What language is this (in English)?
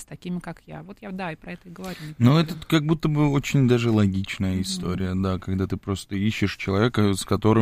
Russian